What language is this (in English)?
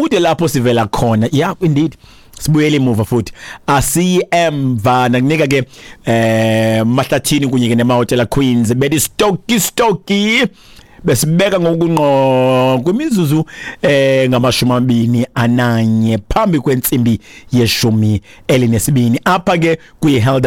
Xhosa